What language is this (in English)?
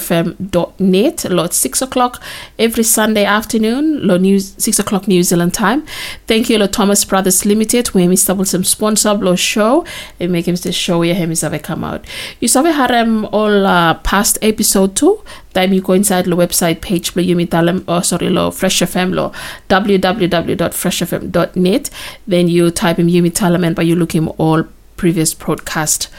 Bislama